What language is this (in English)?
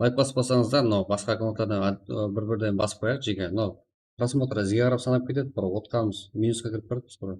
Kara-Kalpak